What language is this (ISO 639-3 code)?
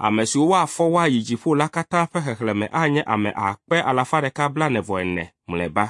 ewe